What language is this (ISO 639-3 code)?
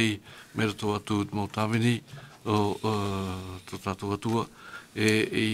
tah